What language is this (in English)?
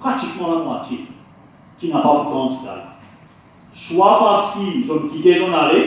Morisyen